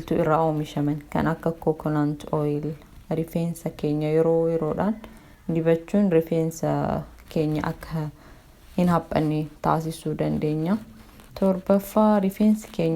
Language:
Oromo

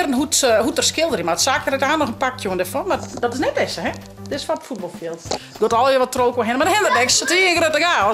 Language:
Western Frisian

